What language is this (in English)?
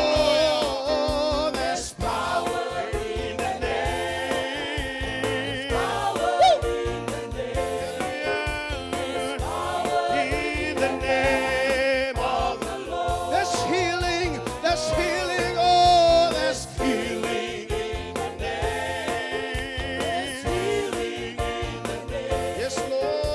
Fijian